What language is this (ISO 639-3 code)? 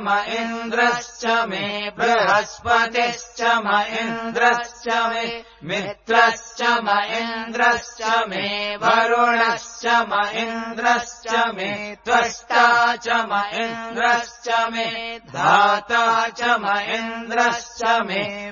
san